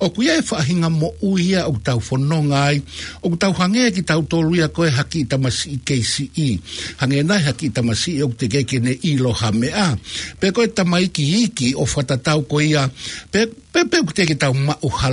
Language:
Tongan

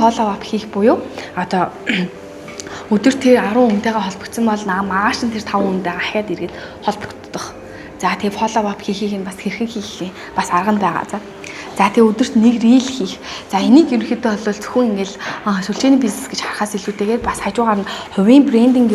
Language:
Mongolian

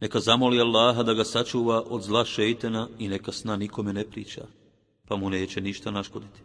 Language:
Bosnian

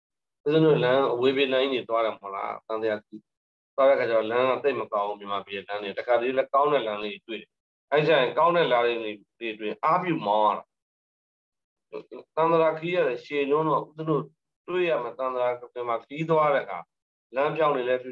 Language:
Burmese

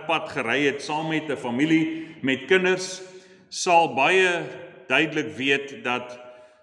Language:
Afrikaans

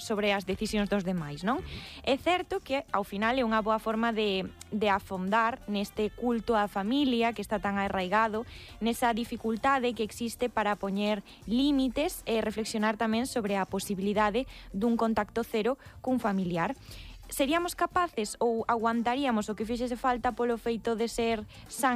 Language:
Galician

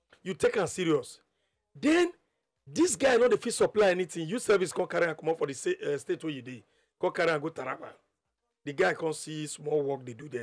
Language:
Nigerian Pidgin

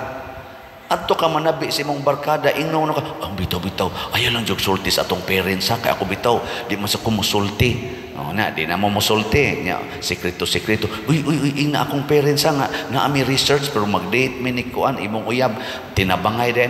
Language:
Cebuano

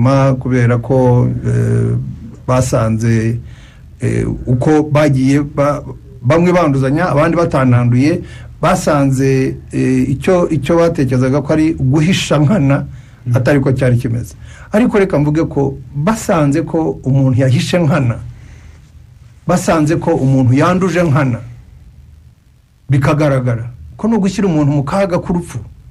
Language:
Kinyarwanda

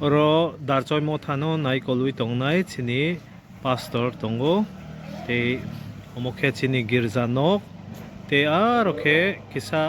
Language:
Kok Borok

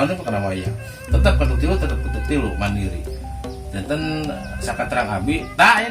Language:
Sundanese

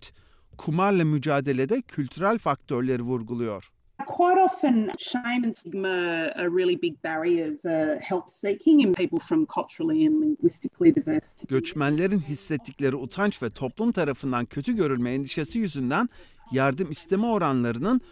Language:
Turkish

